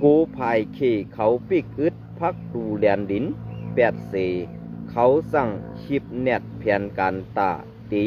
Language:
Shan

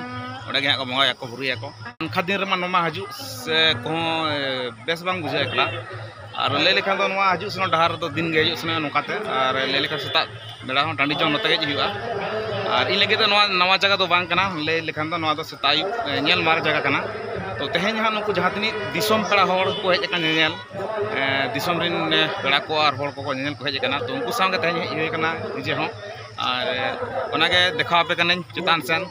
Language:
Santali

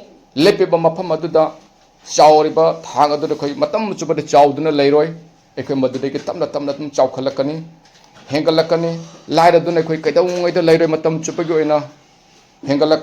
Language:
Manipuri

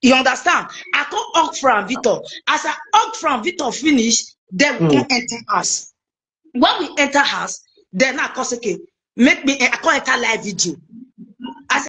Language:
Nigerian Pidgin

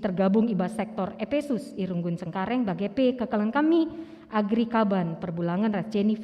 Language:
Batak Karo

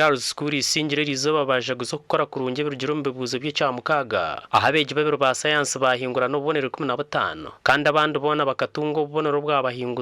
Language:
Nyankole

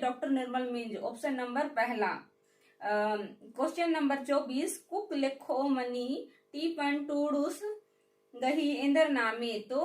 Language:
Kurukh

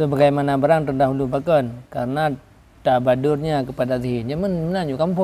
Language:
Achinese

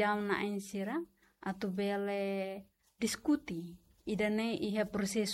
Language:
Tetum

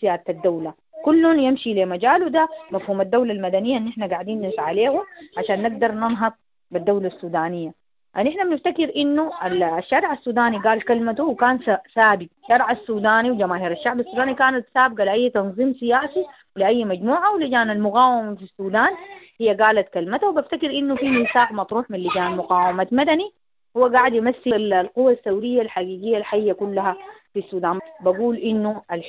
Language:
Sudanese Arabic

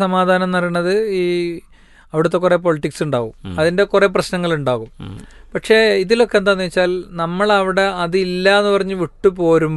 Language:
Malayalam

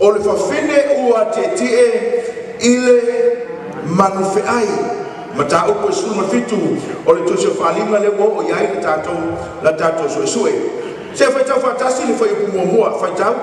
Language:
Samoan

